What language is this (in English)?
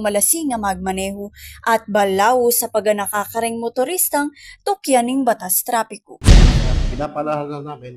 Pampanga